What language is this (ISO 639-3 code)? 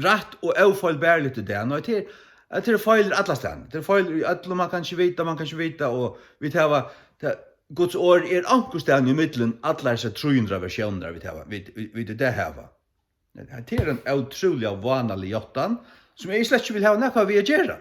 fao